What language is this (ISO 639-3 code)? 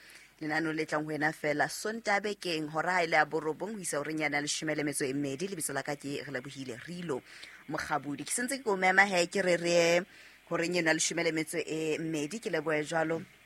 sot